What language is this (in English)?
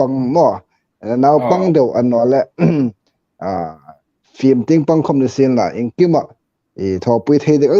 Hmar